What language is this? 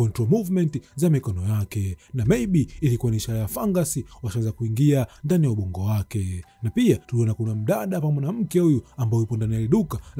Swahili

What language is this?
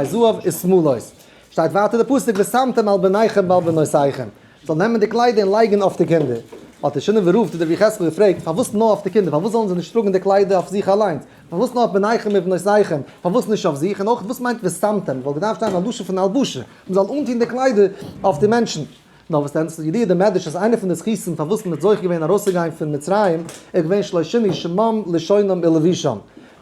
Yiddish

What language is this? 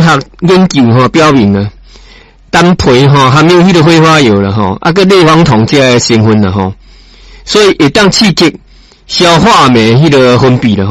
Min Nan Chinese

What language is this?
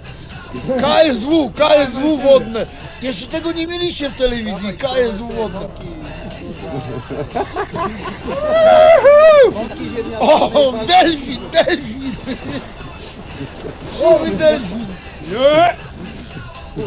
Polish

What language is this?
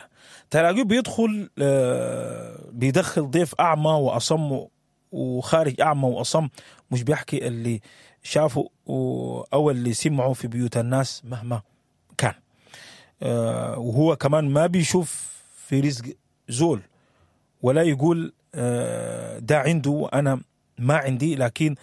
Sudanese Arabic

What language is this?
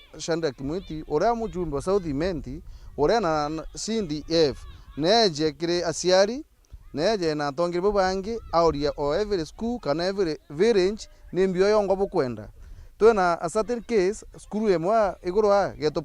Meru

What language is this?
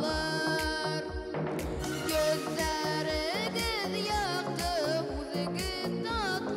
Bashkir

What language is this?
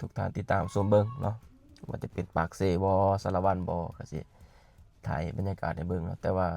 Lao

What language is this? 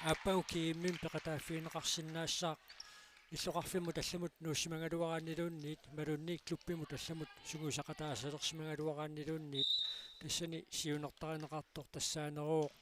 Kalaallisut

